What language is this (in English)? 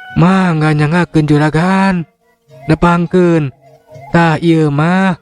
Sundanese